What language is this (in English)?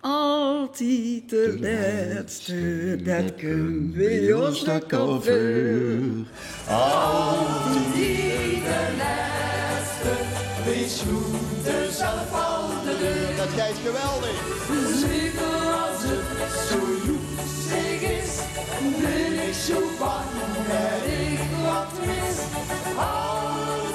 Limburgish